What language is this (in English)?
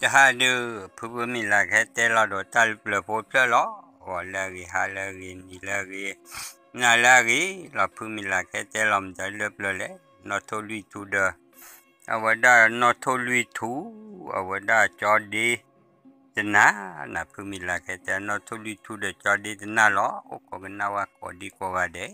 S'gaw Karen